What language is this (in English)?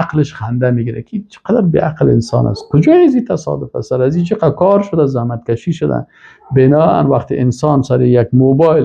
Persian